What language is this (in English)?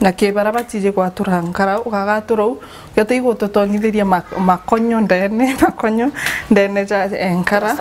Meru